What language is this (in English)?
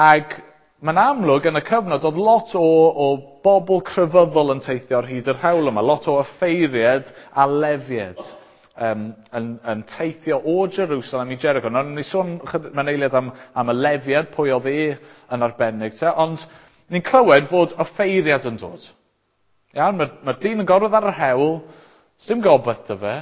Welsh